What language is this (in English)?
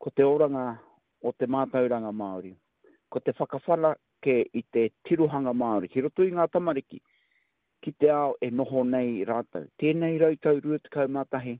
Māori